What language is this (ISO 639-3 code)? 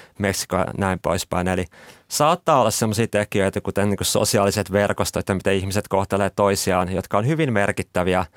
fin